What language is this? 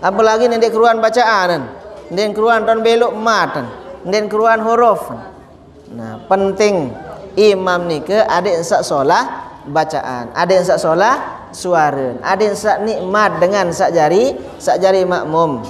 Sasak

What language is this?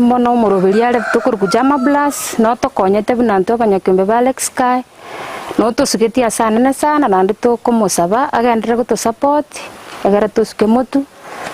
Gusii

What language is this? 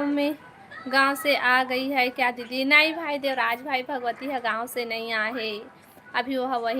Chhattisgarhi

